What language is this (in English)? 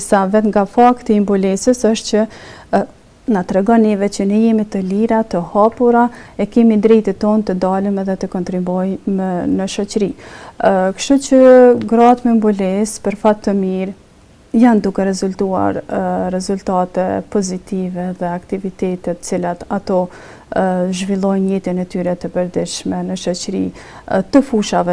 Albanian